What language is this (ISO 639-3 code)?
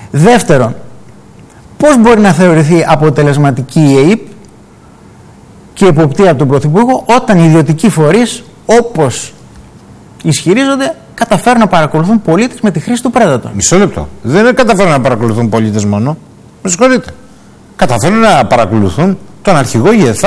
ell